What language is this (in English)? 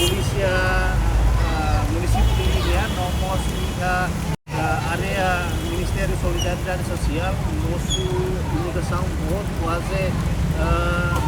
Tetum